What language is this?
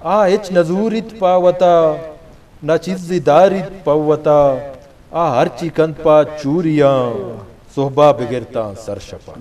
Eastern Balochi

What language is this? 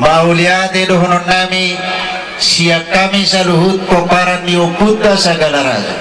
Batak Toba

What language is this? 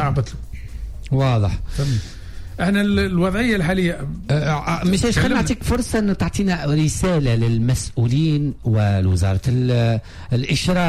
Tunisian Arabic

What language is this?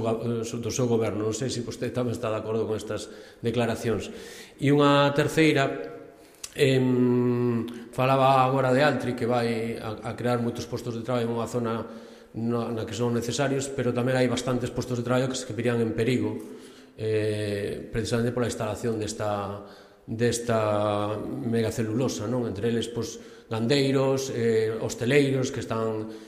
Galician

